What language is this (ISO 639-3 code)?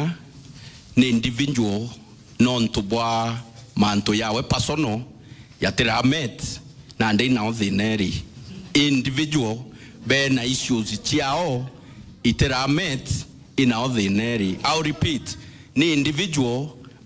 mer